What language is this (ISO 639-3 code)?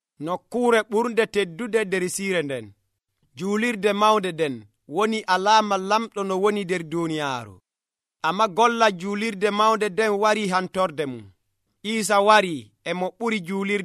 fuv